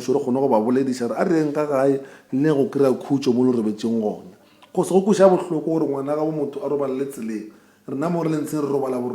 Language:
Northern Sotho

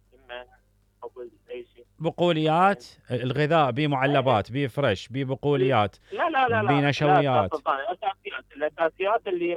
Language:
Mesopotamian Arabic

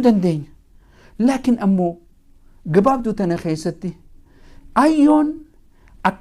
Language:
Oromo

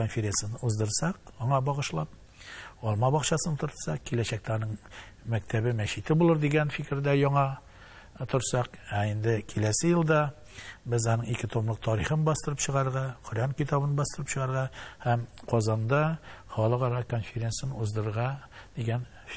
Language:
Tatar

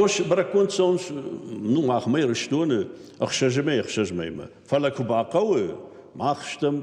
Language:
Ossetic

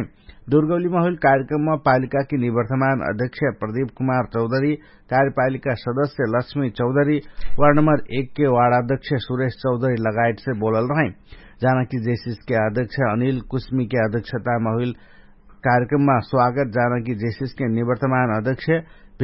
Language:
Dangaura Tharu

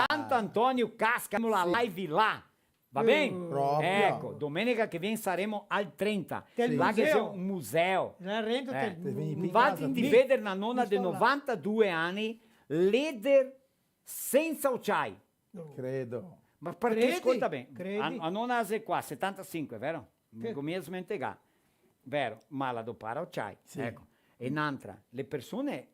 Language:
Venetian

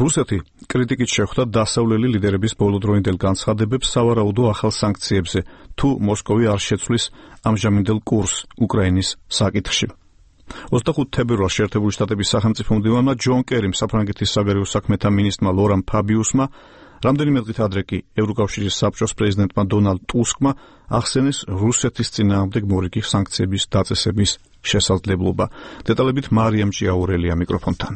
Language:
Georgian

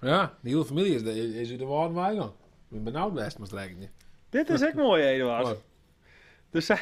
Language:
Western Frisian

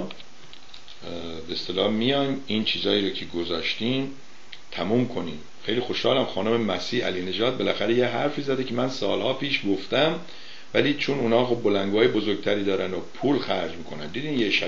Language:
Persian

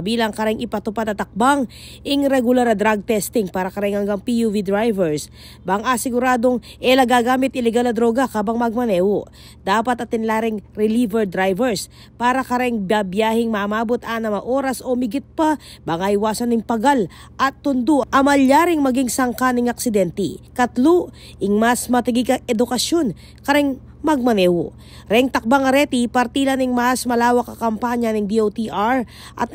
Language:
Pampanga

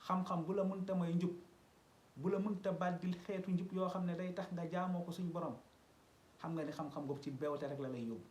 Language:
Wolof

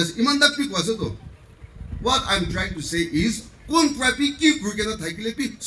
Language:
Naga Pidgin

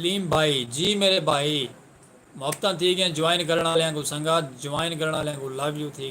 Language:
Saraiki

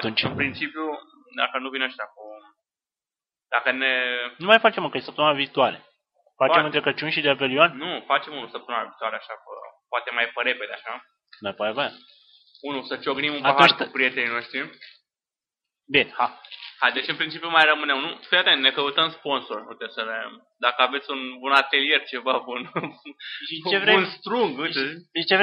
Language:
Romanian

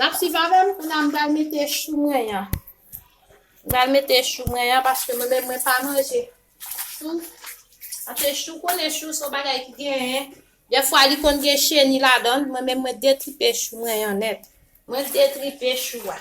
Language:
Haitian Creole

